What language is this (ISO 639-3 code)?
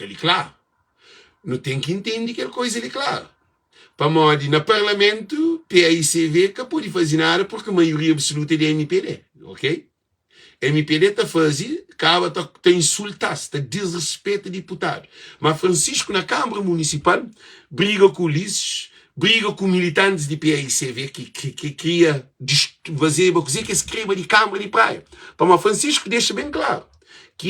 kea